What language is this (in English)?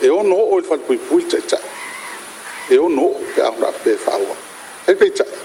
Samoan